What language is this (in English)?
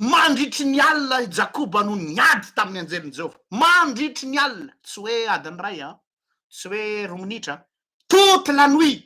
Malagasy